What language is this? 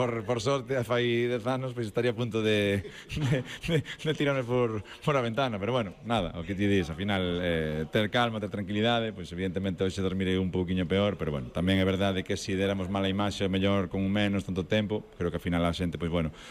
Galician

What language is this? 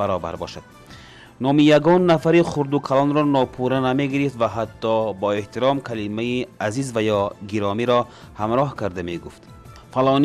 Tajik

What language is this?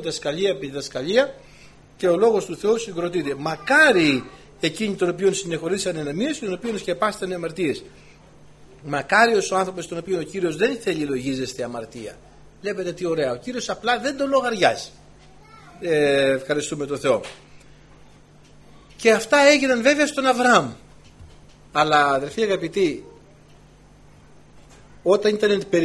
Greek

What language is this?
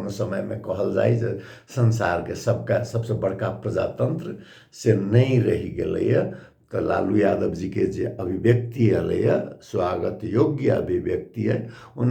Maithili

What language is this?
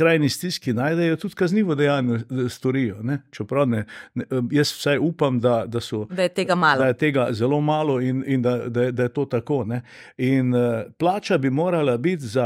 Slovenian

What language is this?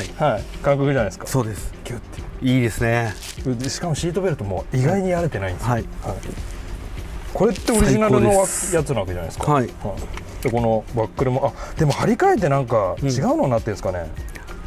Japanese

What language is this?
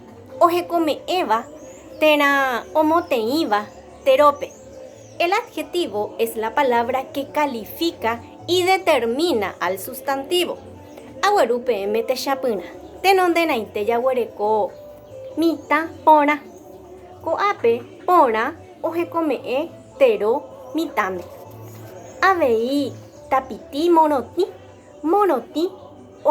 Guarani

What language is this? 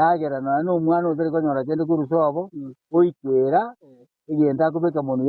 Gusii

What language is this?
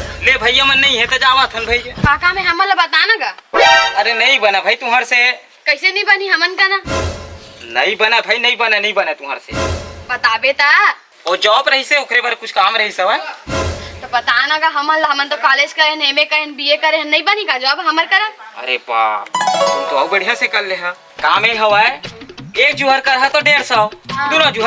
Chhattisgarhi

